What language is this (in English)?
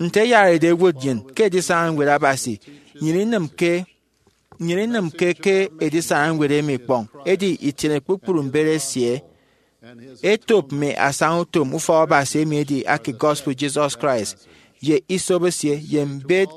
Efik